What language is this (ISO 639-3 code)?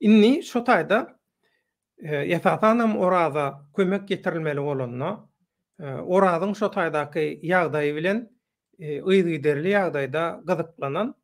tuk